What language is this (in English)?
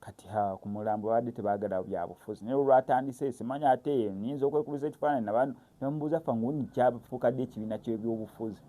Ganda